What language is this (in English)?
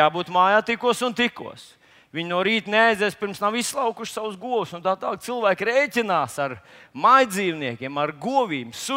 Latvian